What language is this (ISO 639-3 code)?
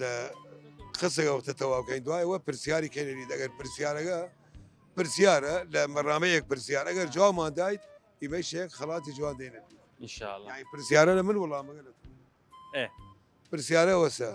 sdh